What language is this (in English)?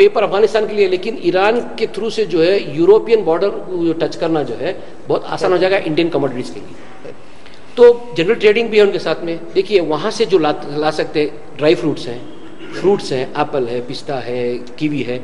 Urdu